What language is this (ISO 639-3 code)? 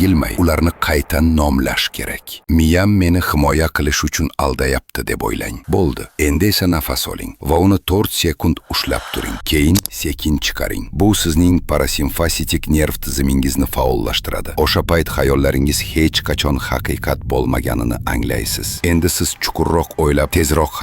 uzb